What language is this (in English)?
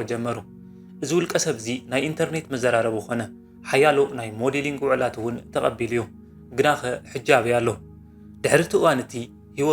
Tigrinya